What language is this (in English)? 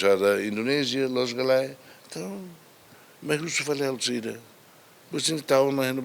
Tetum